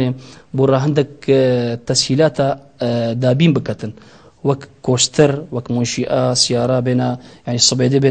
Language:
Kurdish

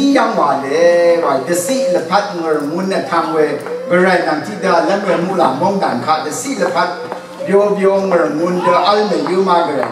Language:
Rawang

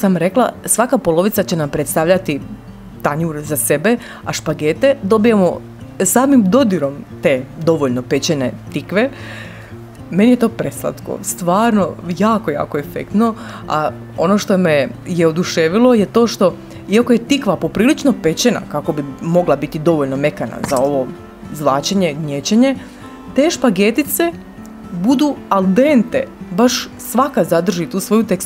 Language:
Croatian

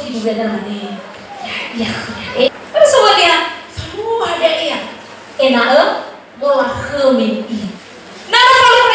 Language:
Nias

